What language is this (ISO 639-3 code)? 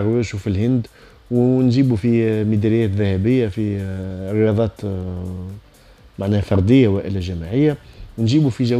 aeb